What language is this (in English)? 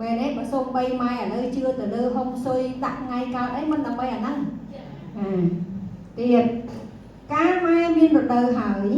Khmer